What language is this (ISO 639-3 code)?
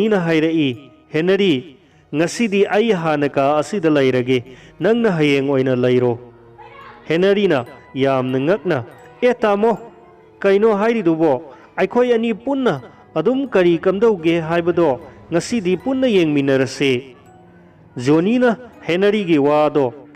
mni